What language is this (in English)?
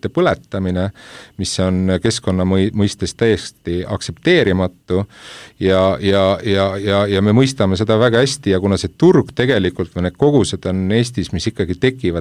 Estonian